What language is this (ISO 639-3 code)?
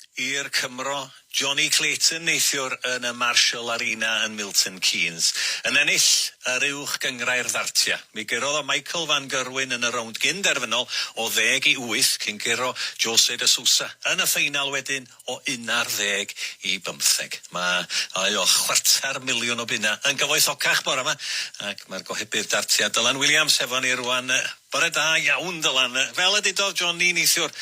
cym